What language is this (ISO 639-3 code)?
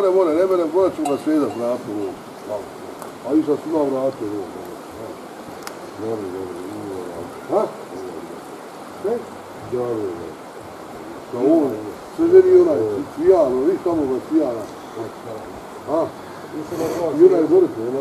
bos